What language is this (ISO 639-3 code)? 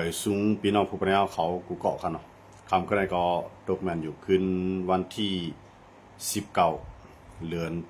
shn